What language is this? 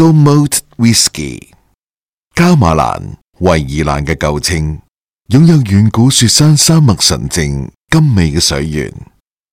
Cantonese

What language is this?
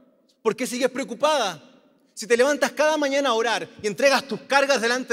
Spanish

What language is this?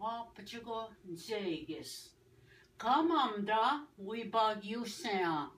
Ojibwa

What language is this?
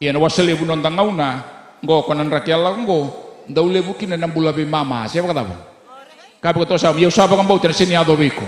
Fijian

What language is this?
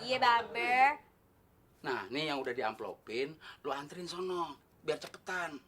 Betawi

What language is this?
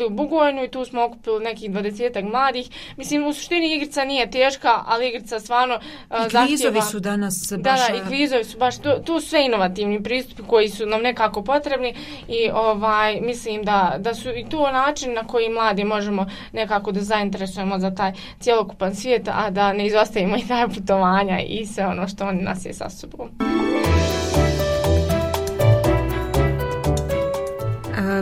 Bosnian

